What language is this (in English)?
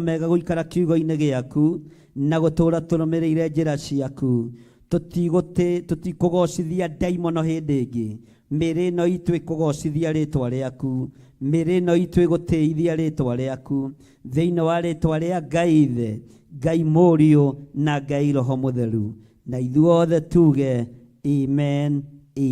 Kikuyu